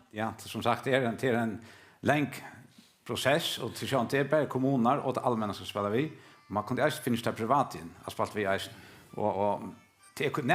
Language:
Faroese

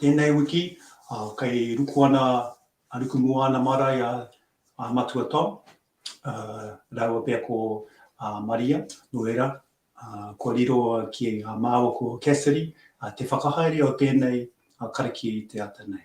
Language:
Māori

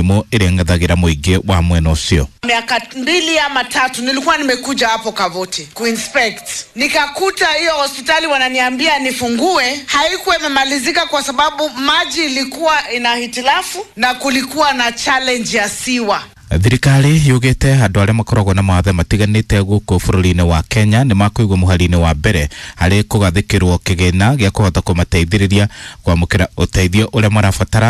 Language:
Kikuyu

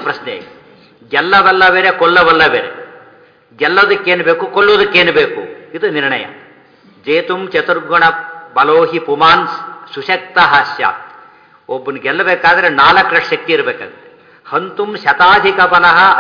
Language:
Kannada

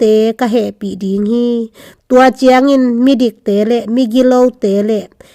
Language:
Tedim Chin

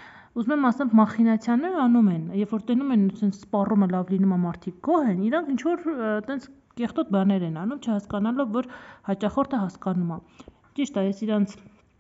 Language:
Armenian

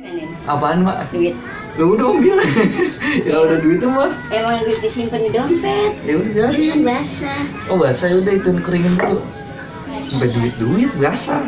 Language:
Betawi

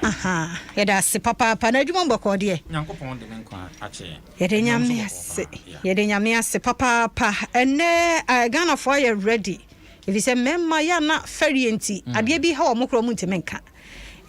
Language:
Akan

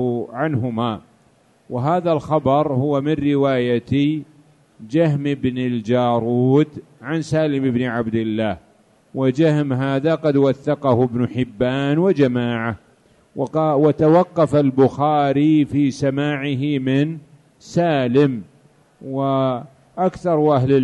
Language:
Arabic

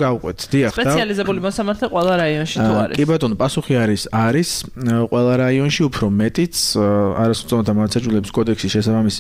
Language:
Georgian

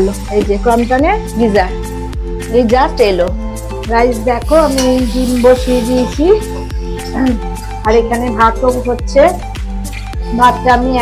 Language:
Bangla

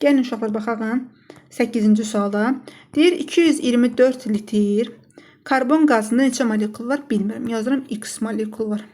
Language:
Azerbaijani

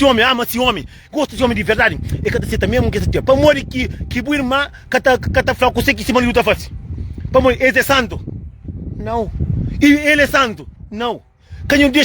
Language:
Kabuverdianu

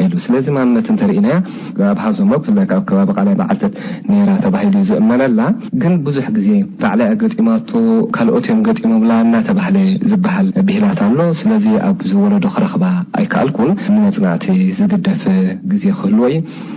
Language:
Tigrinya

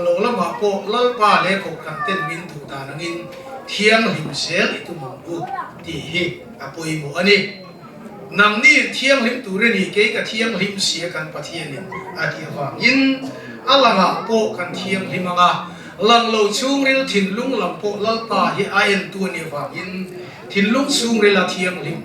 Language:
Mizo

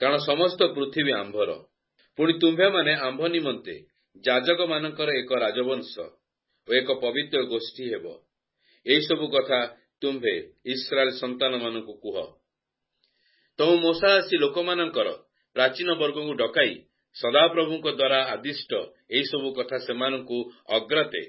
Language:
Odia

